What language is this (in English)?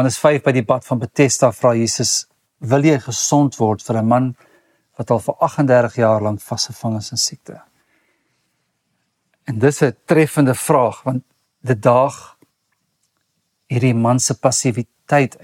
Afrikaans